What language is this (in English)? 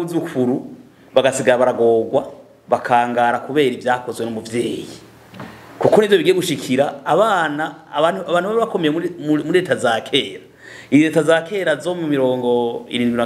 Rundi